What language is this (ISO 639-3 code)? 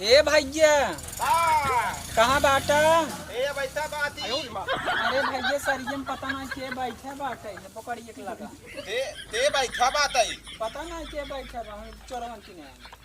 awa